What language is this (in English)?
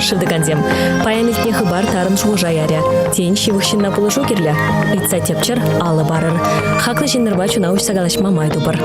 Chuvash